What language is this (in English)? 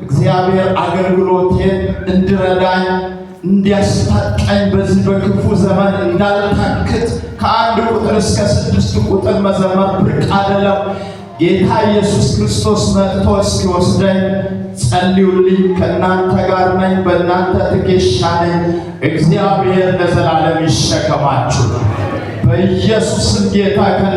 Amharic